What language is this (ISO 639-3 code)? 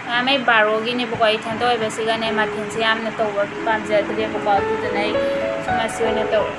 mni